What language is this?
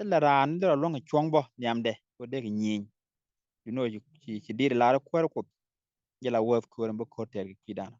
Nuer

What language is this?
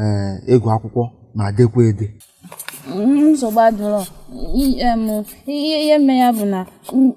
Igbo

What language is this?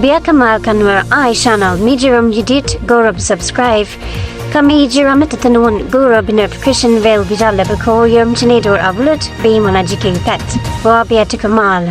Nuer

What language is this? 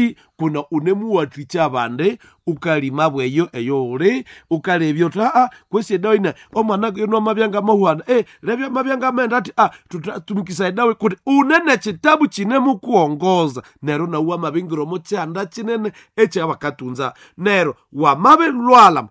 Nande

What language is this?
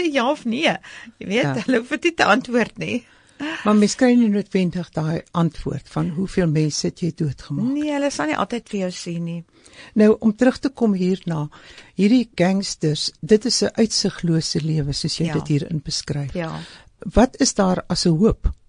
Afrikaans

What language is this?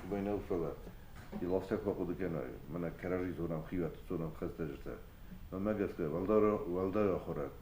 Ossetic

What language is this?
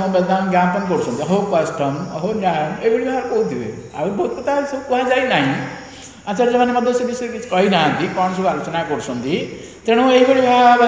Odia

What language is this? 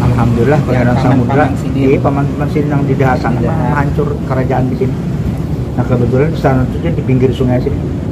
Banjar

